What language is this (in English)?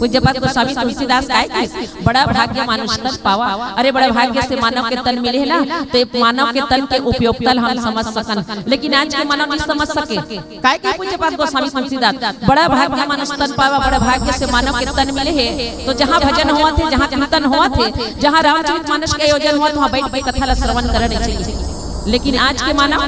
Chhattisgarhi